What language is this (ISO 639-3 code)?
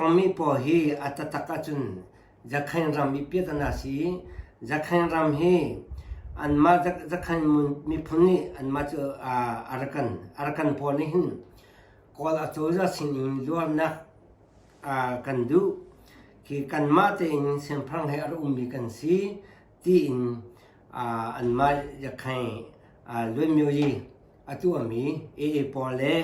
cnh